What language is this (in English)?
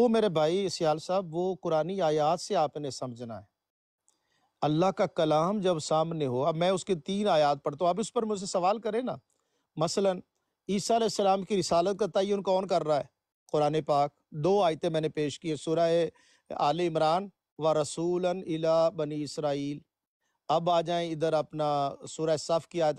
Urdu